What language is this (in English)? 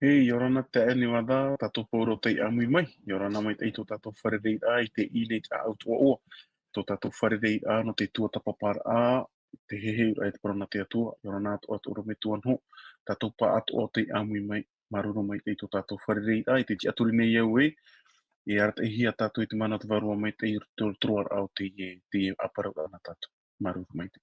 Tahitian